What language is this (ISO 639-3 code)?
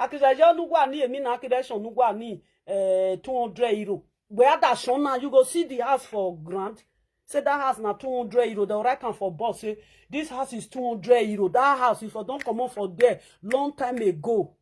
pcm